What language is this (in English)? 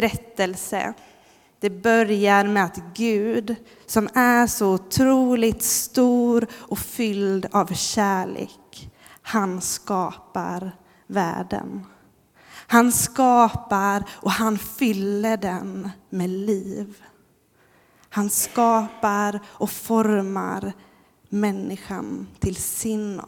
Swedish